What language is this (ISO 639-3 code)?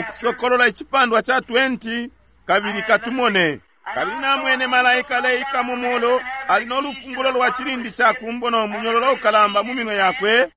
bem